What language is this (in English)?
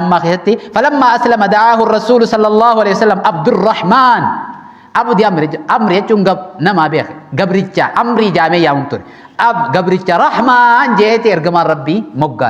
Oromo